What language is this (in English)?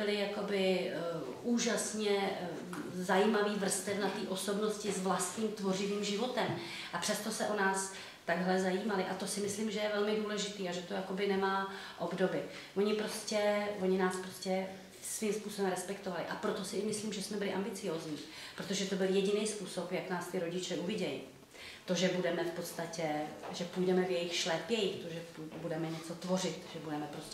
Czech